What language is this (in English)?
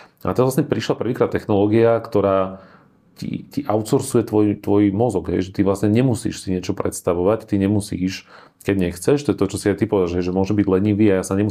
Slovak